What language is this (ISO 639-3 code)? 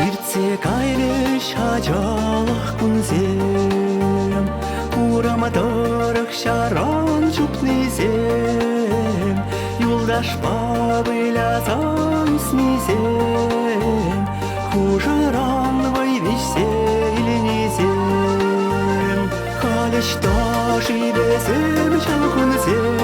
chv